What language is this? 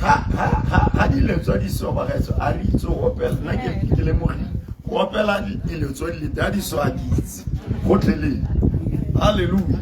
Tswana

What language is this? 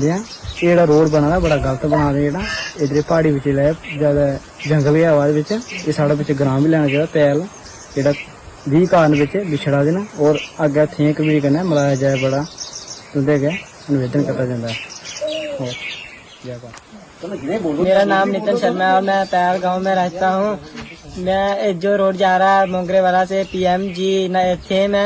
Dogri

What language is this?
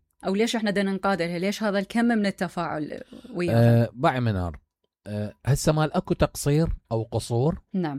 Mesopotamian Arabic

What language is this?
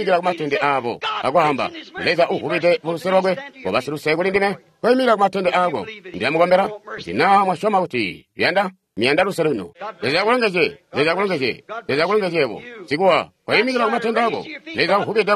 Tonga (Zambia)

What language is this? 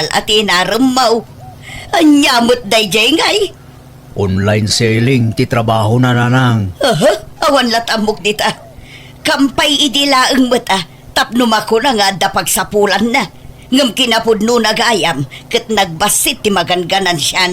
Iloko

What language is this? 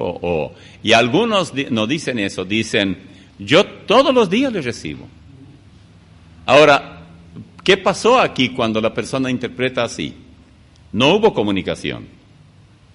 Spanish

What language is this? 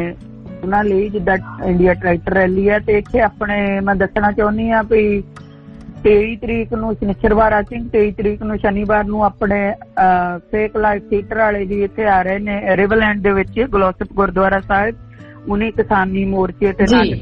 Punjabi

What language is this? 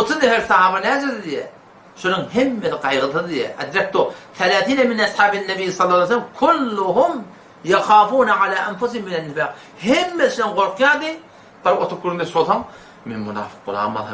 Turkmen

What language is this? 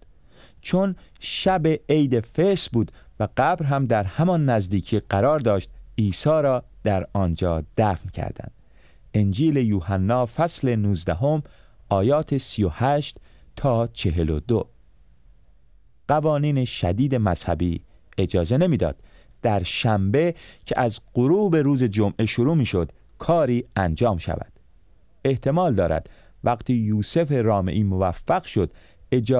Persian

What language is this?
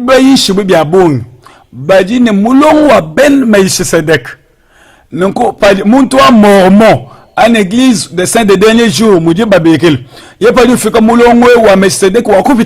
Luba-Lulua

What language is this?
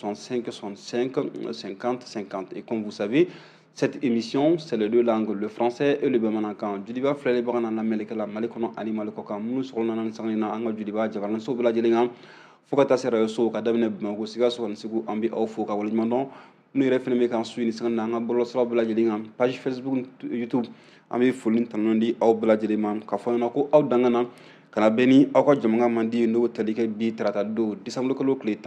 Bambara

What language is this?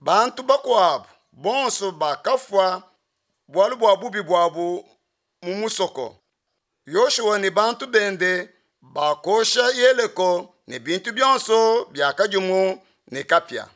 Luba-Lulua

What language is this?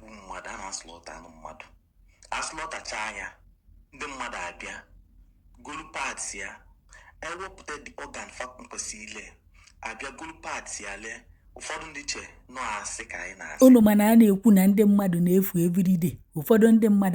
Igbo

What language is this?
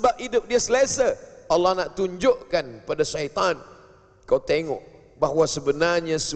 Malay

